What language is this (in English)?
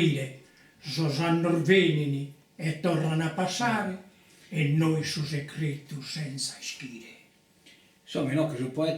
Sardinian